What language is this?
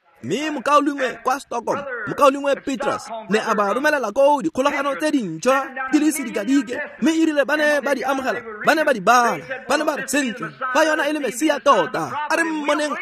Tswana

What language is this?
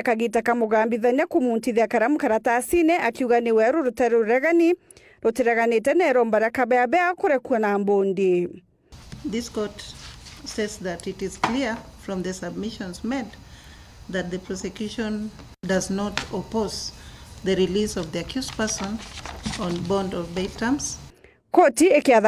Meru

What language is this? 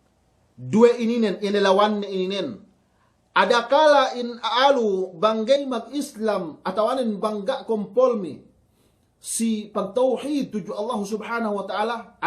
Yakan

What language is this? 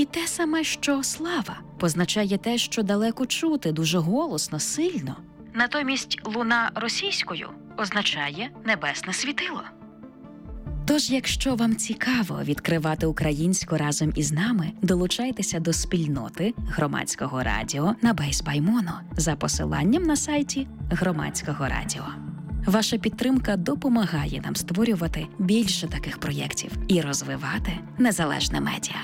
Ukrainian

